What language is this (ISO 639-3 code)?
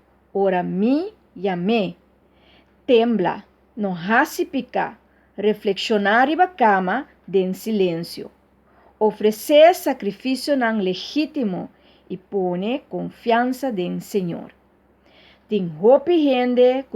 pap